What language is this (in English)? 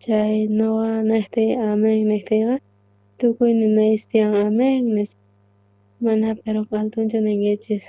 South Bolivian Quechua